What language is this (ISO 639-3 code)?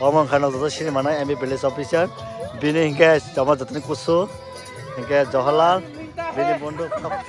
trp